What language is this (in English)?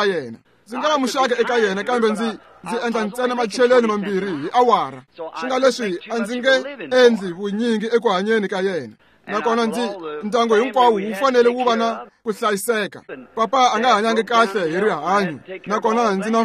Tsonga